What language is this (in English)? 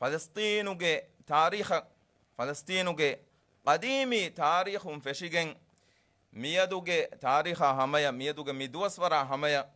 Divehi